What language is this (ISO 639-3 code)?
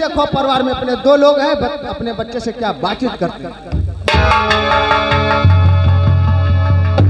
hin